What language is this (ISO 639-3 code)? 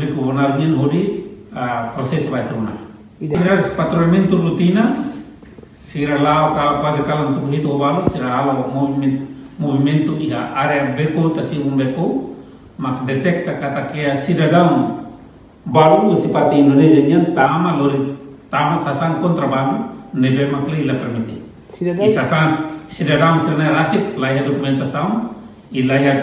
tet